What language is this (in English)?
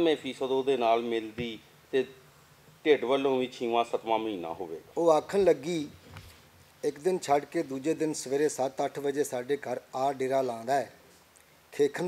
Western Panjabi